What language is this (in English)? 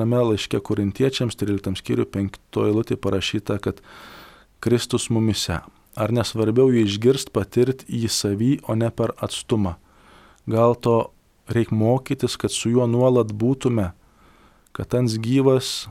Lithuanian